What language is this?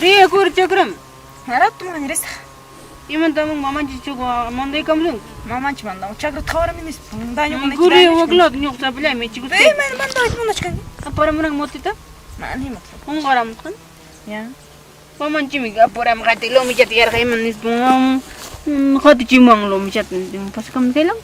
Ayacucho Quechua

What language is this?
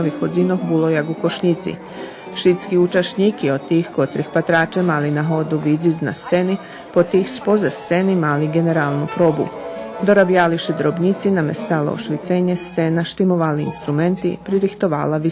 Rusyn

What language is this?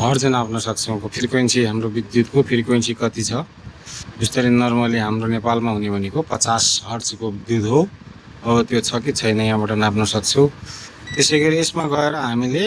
Nepali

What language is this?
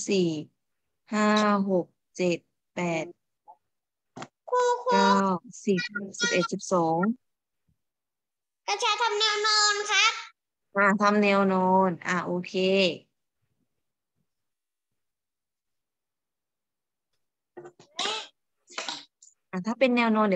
Thai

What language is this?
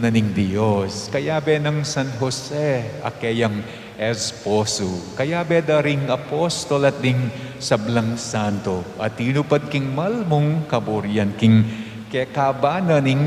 Pampanga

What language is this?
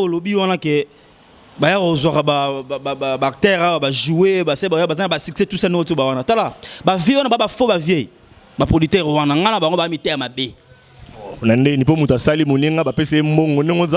Lingala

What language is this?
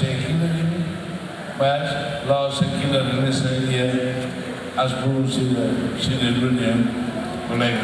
Tetum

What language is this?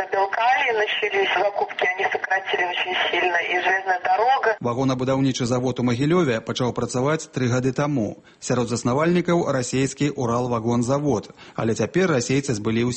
Belarusian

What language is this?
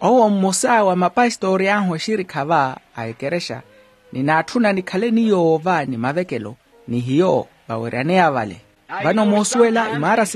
Makhuwa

